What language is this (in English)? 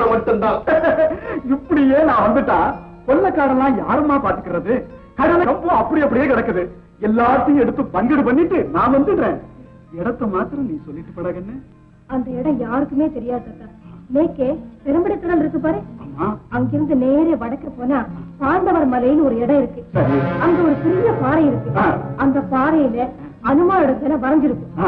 Tamil